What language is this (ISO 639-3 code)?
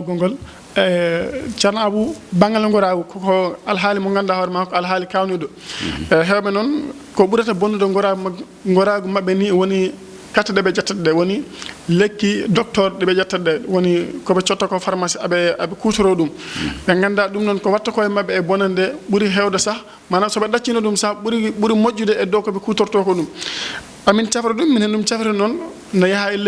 ful